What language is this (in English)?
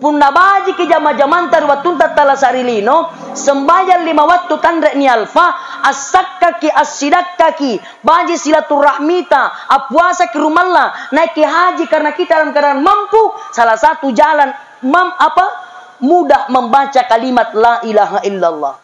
Makasar